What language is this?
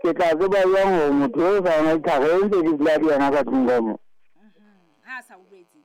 Southern Sotho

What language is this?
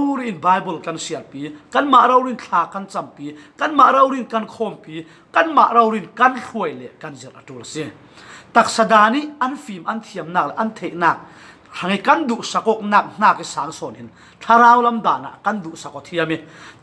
Falam Chin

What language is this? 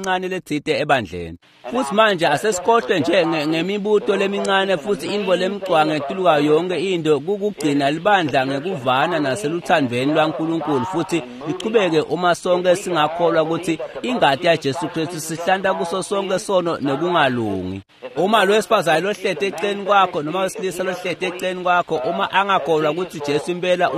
Swati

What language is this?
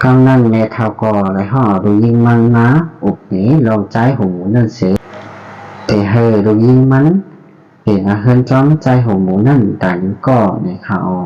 Shan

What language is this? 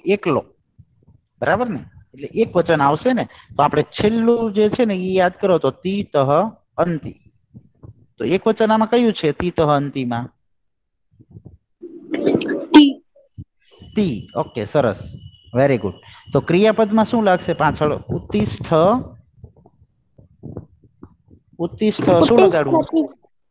Gujarati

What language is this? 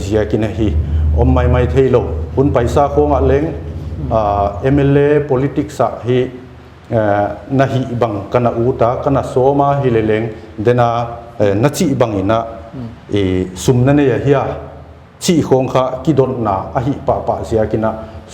Paite Chin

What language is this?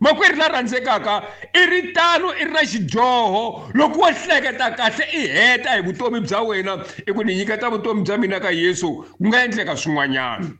Tsonga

